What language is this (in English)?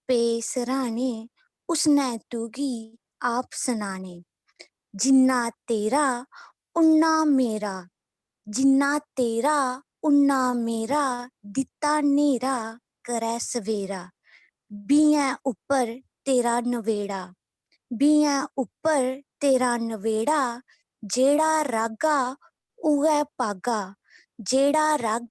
Dogri